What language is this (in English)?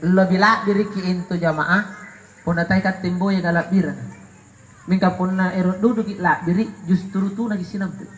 Makasar